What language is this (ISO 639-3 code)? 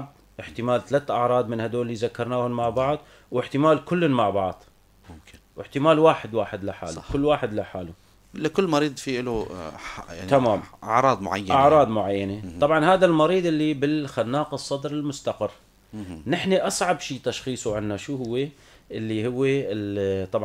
apc